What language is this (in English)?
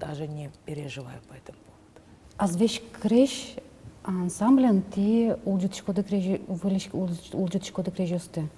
Udmurt